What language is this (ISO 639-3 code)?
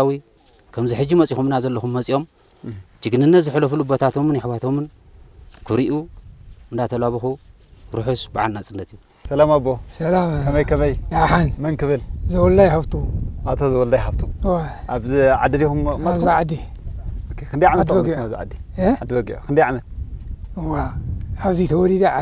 tir